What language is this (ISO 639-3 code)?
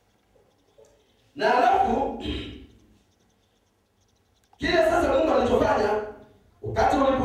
swa